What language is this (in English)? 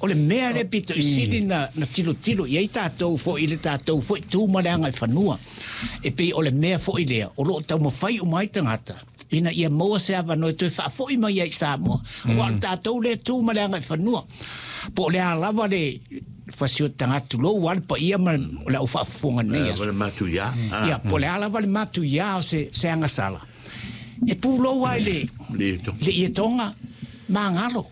Samoan